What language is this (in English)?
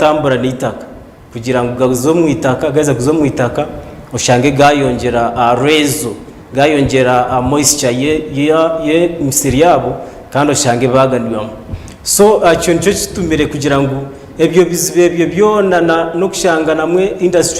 Nyankole